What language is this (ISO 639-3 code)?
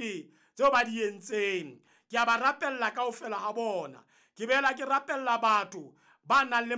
sot